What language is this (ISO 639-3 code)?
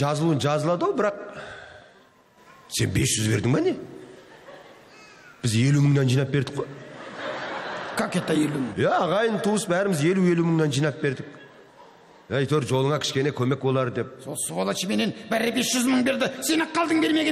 kaz